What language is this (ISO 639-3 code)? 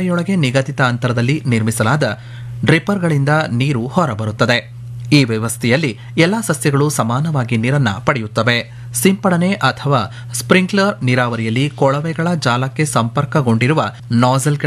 kan